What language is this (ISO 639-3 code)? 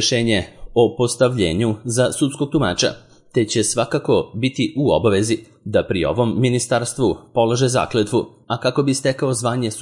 srp